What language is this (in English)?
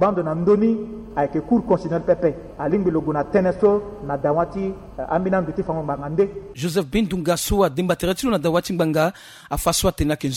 Sango